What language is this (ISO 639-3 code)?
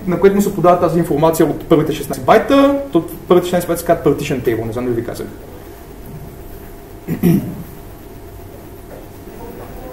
bul